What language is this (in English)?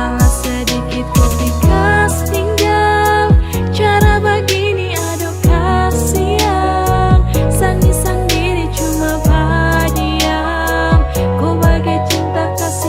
Ambonese Malay